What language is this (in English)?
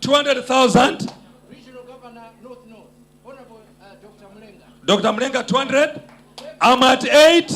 Nyanja